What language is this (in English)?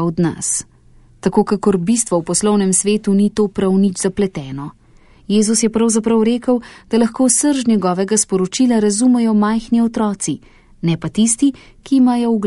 Slovenian